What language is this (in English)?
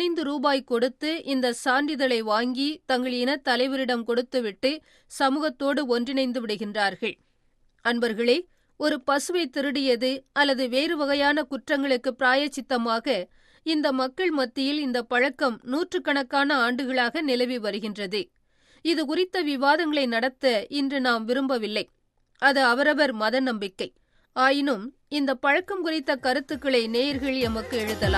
Tamil